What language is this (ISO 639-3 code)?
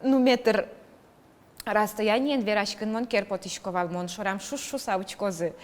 udm